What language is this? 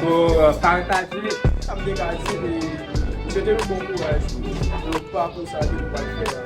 Haitian Creole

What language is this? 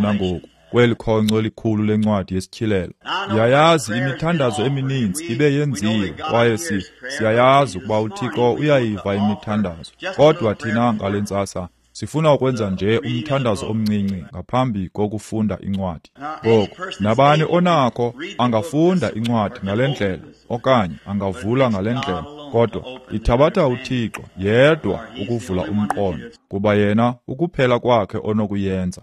Xhosa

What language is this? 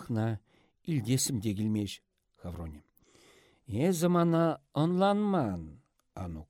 Chuvash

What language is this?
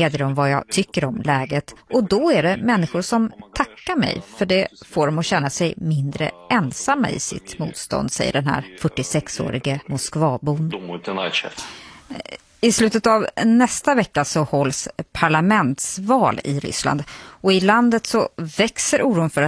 Swedish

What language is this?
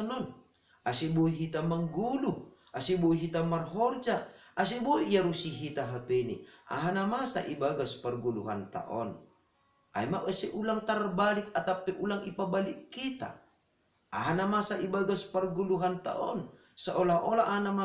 Batak Simalungun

